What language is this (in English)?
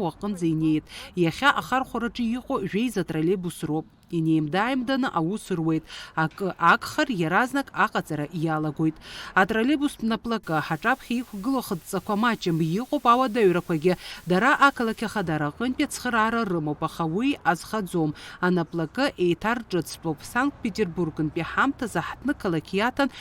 Abkhazian